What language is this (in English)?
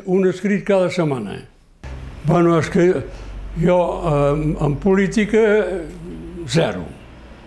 Catalan